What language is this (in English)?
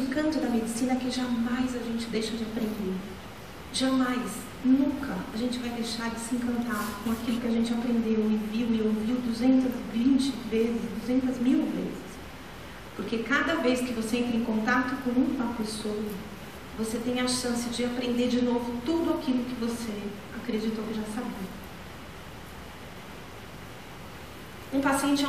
Portuguese